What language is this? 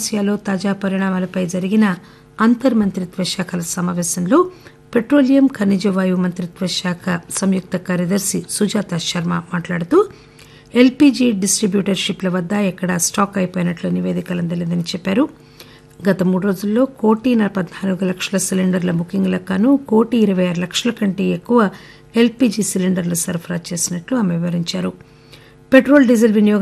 Telugu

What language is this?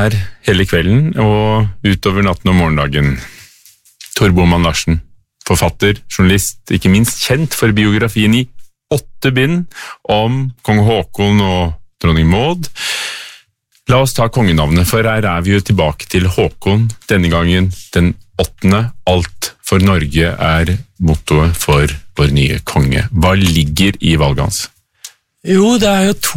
Norwegian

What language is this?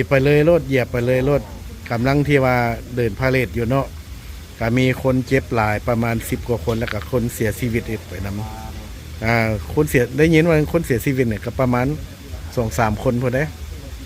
Lao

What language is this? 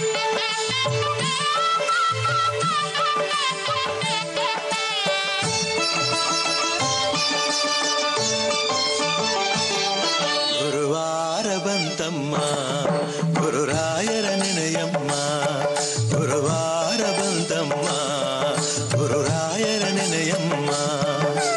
Kannada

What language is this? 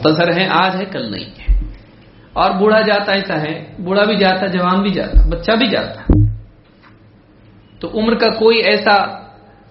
Urdu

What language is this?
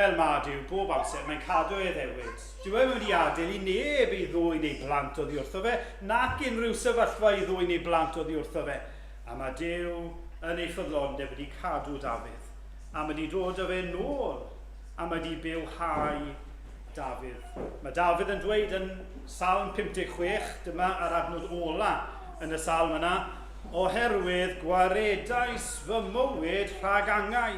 Welsh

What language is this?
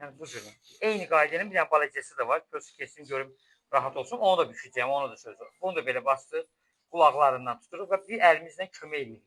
Azerbaijani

